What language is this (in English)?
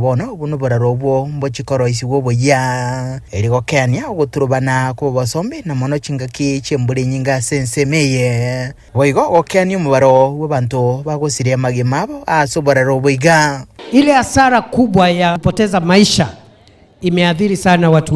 Gusii